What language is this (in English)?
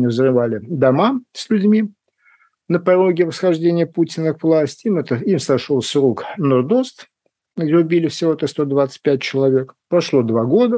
Russian